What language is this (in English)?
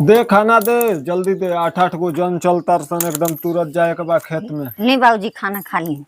Bhojpuri